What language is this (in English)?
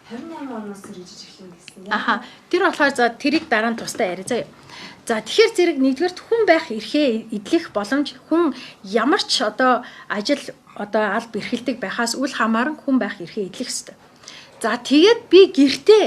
Mongolian